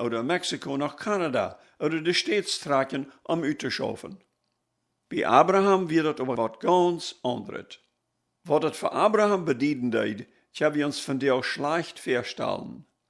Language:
Plautdietsch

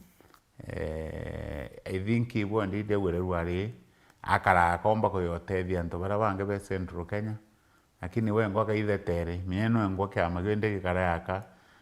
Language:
Meru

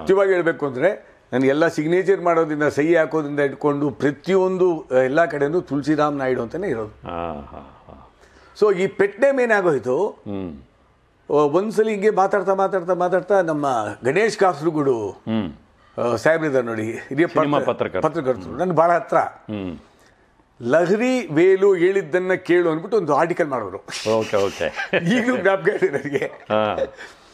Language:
Kannada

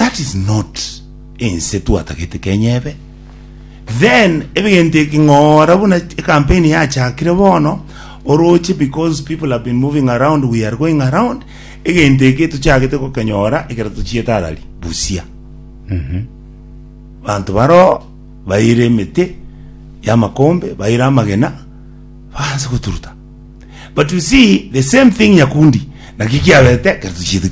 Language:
Gusii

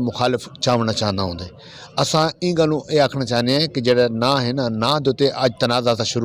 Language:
Saraiki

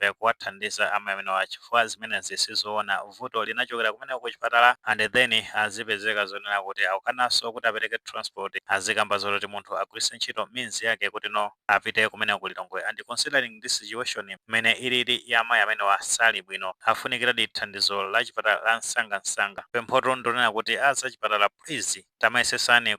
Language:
Nyanja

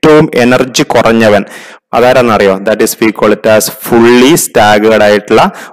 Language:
Malayalam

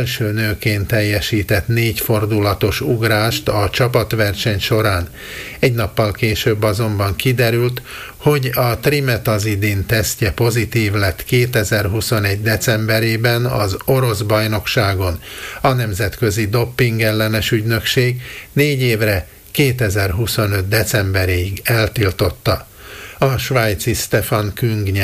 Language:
Hungarian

